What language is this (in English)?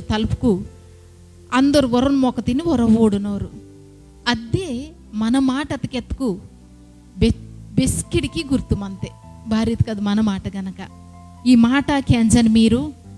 Koya